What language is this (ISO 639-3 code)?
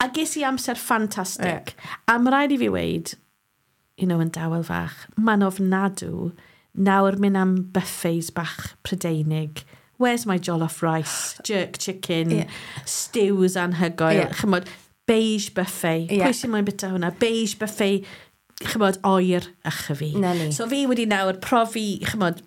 cym